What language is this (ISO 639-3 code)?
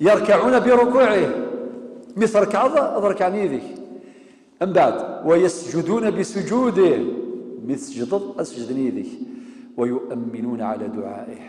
kab